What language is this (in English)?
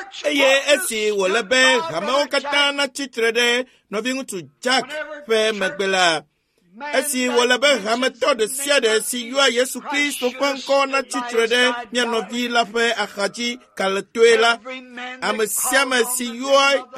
Ewe